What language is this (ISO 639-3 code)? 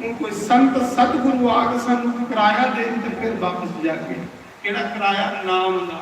doi